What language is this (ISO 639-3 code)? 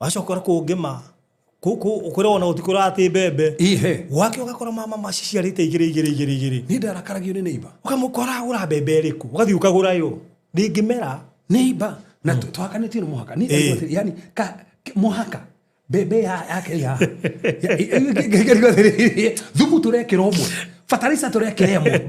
kik